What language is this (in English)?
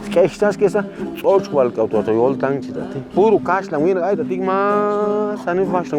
Chuj